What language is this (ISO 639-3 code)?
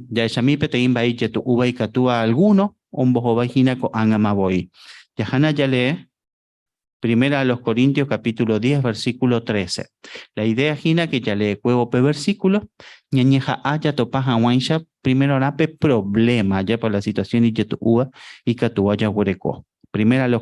grn